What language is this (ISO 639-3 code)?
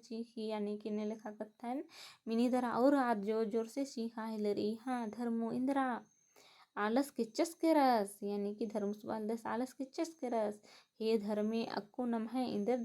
kru